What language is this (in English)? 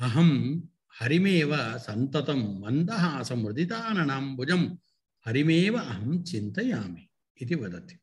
Sanskrit